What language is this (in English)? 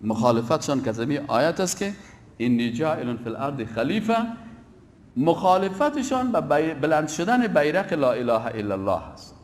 Tajik